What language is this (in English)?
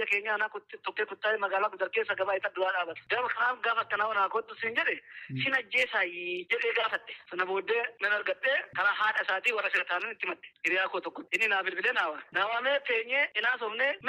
Oromo